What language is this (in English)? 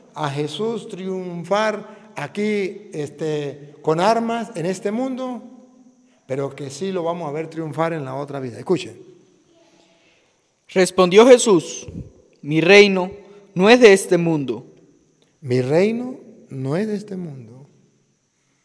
Spanish